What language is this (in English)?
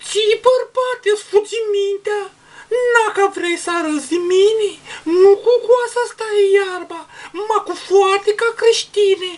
Aromanian